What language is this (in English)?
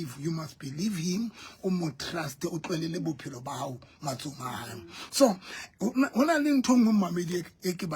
Southern Sotho